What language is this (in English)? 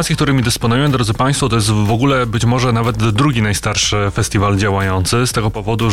Polish